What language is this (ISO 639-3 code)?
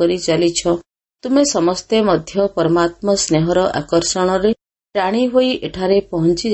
ori